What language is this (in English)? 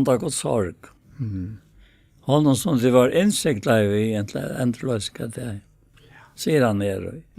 Faroese